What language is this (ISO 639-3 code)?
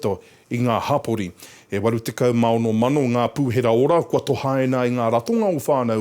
mri